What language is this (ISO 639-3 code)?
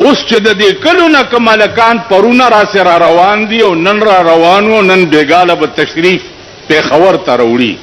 pus